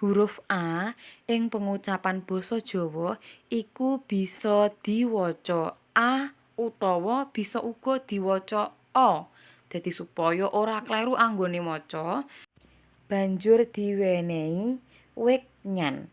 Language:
Javanese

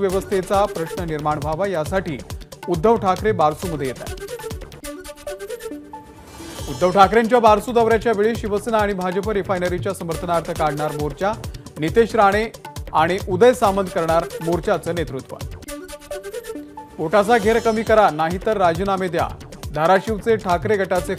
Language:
Marathi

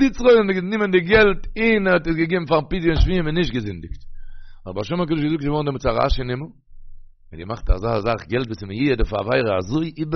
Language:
Yiddish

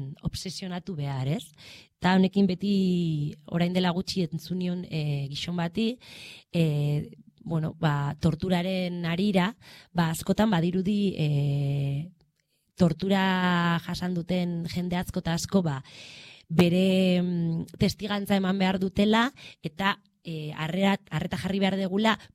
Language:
Basque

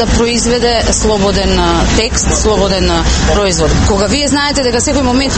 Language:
Macedonian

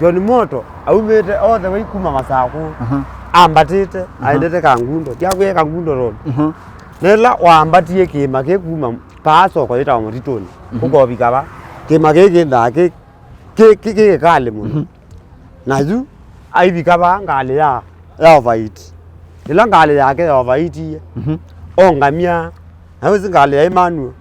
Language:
Kamba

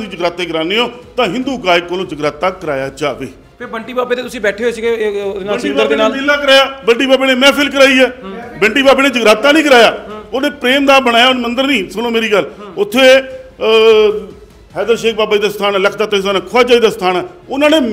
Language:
Punjabi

